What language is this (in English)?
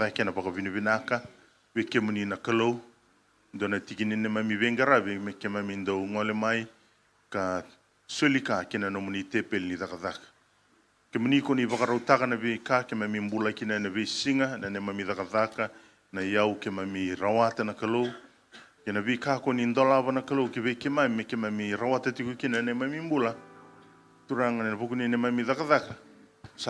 Fijian